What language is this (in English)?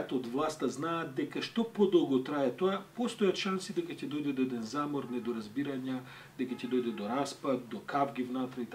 Macedonian